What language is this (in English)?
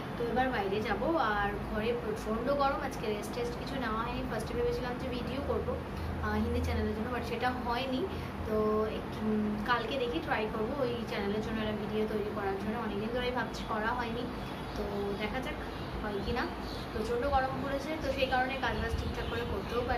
Bangla